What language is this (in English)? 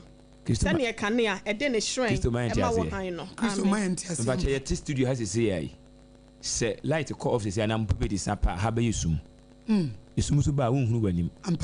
Akan